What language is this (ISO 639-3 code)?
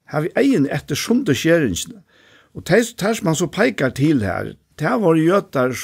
fao